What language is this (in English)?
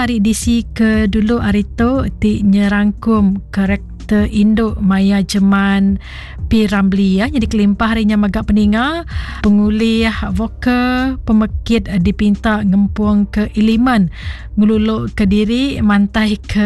Iban